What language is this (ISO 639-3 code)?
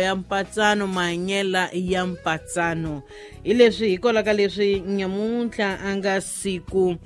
tso